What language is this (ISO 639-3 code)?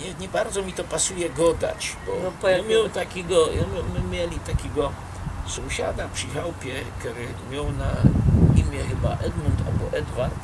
szl